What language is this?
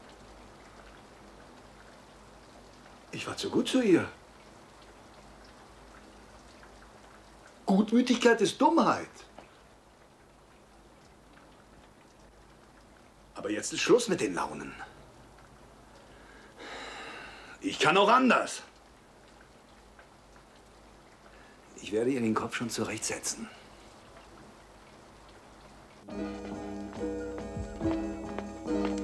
German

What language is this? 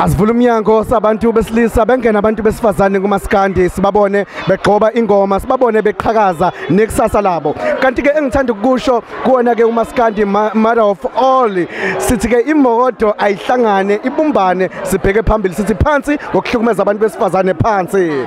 Zulu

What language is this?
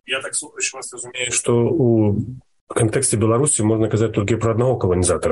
Belarusian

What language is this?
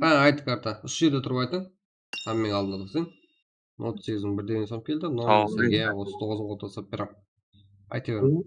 Kara-Kalpak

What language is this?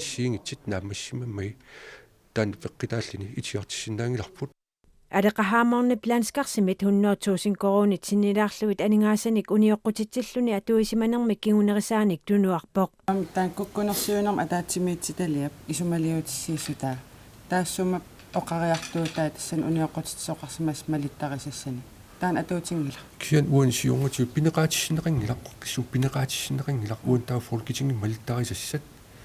Kalaallisut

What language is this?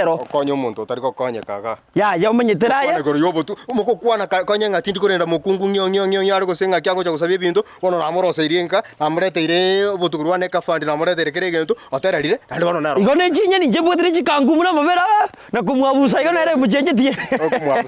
Gusii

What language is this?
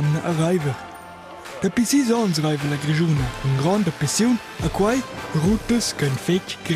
Romansh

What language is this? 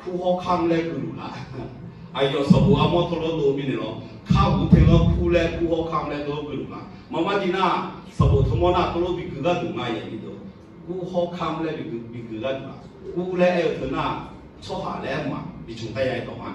Akha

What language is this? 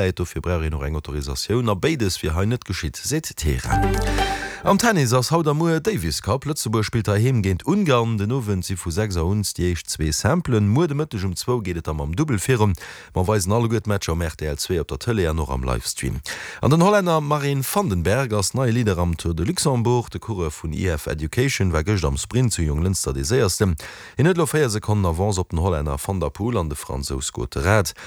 Luxembourgish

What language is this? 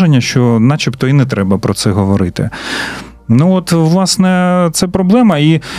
Ukrainian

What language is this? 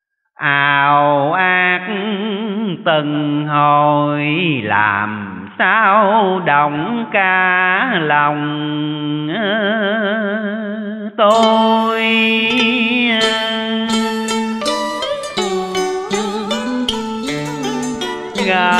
Vietnamese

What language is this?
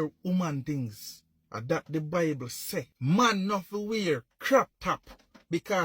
Jamaican Creole English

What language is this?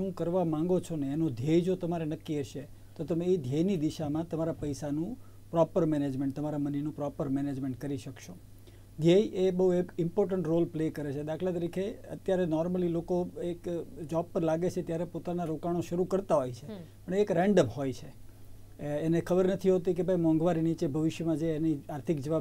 Gujarati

